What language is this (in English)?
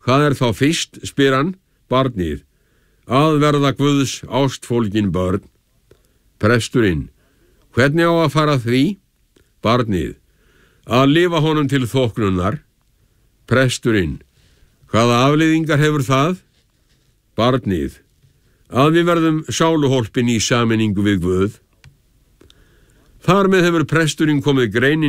Icelandic